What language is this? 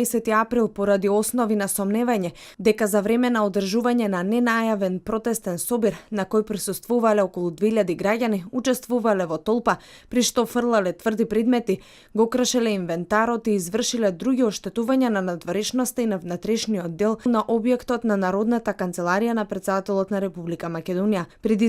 Macedonian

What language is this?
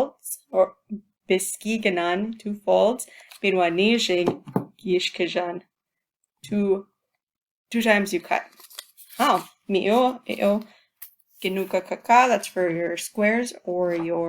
Chippewa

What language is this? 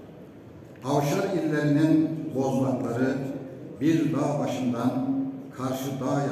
Turkish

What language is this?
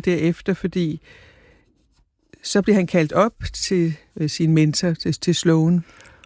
Danish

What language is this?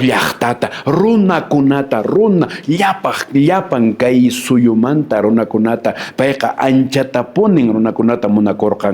Quechua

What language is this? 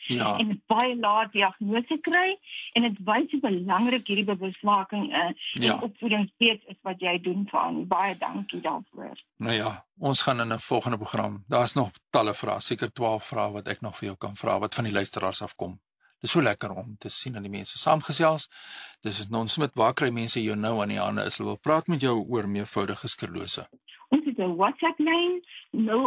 Afrikaans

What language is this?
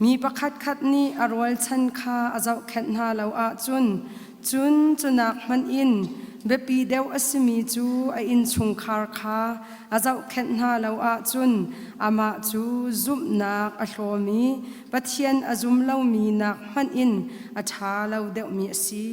Hakha Chin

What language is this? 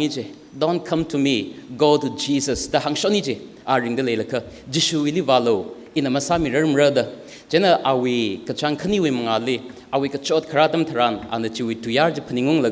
Tangkhul Naga (India)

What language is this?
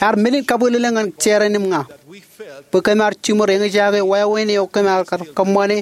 Marshallese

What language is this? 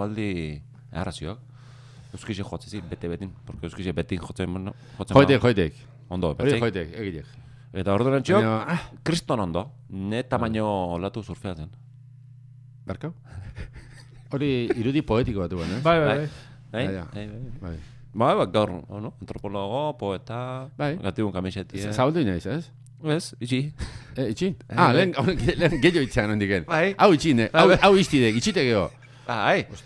Basque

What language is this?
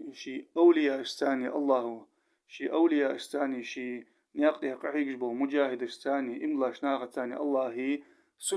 Ingush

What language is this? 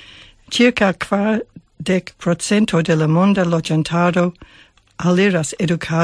Esperanto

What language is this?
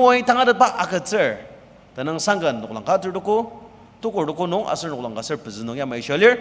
Ao Naga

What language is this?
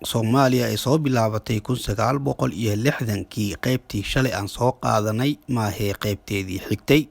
Somali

